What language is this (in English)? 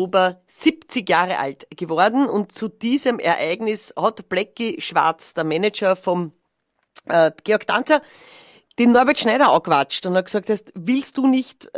Bavarian